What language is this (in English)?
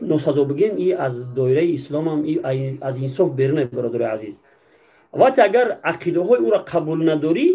Tajik